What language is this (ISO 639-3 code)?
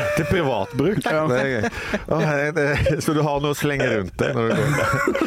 nor